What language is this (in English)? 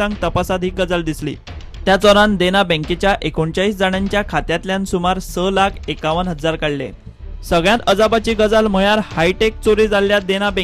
Konkani